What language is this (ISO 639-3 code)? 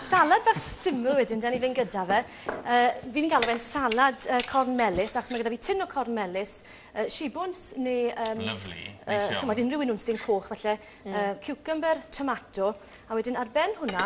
cym